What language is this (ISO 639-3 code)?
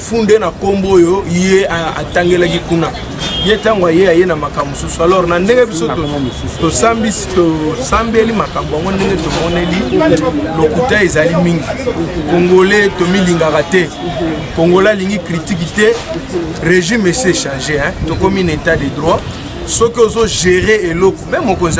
lin